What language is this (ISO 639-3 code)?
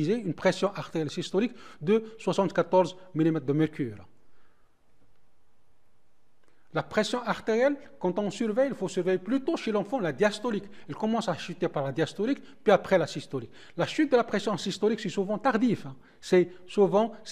fra